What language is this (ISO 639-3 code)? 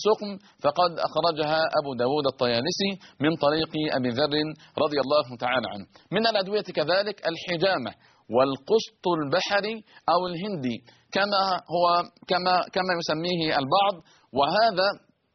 ara